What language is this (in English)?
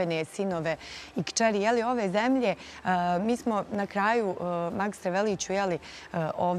Bosnian